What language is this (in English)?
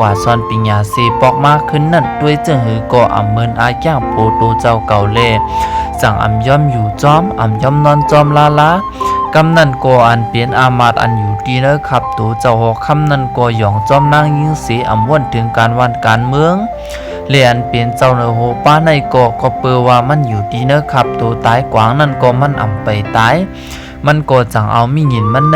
Shan